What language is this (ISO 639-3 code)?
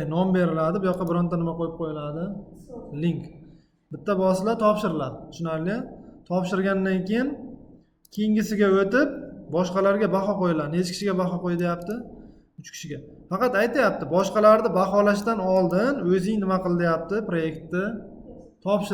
uzb